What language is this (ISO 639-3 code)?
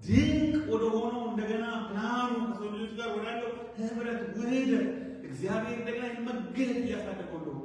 amh